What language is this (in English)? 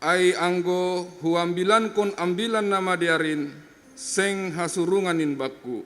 Batak Simalungun